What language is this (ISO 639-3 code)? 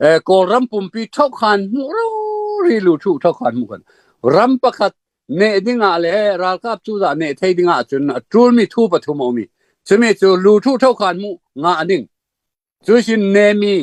cfm